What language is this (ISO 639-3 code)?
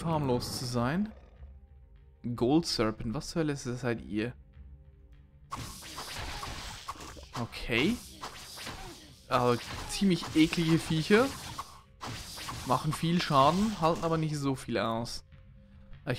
deu